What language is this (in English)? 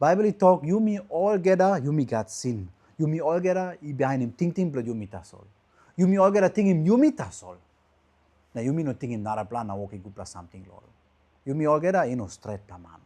Tok Pisin